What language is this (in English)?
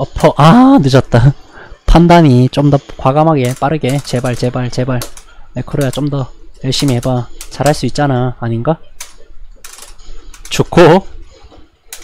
Korean